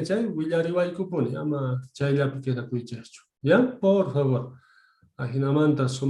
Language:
South Bolivian Quechua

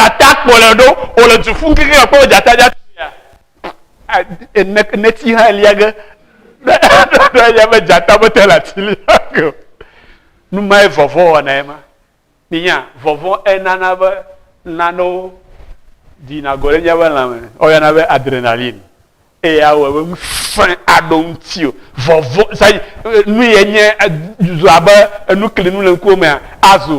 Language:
Ewe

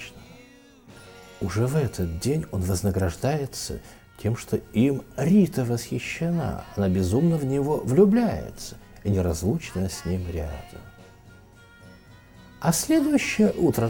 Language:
Russian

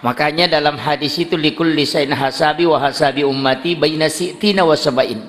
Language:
Buginese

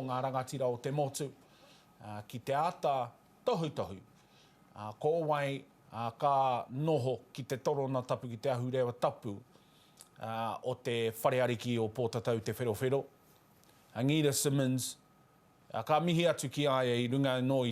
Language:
Māori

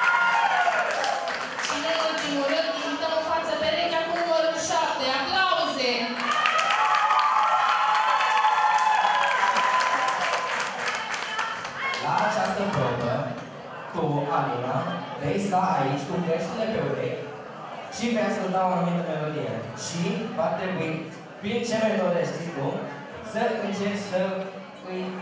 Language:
Romanian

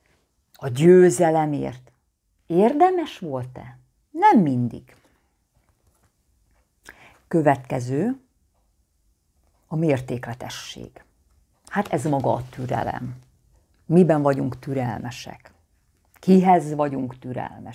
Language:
Hungarian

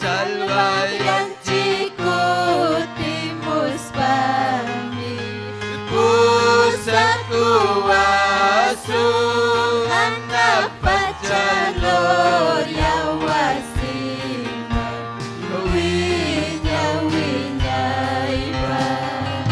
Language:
Ayacucho Quechua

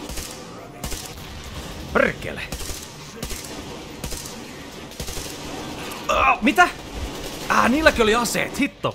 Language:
Finnish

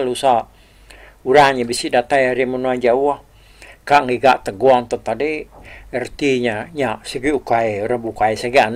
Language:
Iban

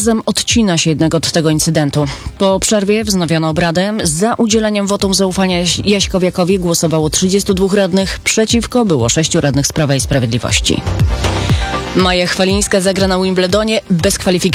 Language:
Polish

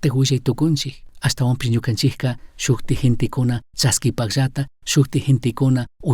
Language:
Chimborazo Highland Quichua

